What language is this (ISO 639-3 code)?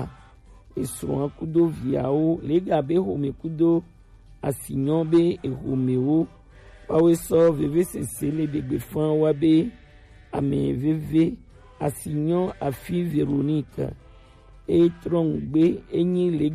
gej